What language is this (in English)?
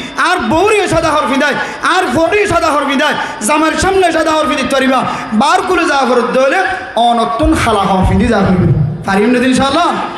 Rohingya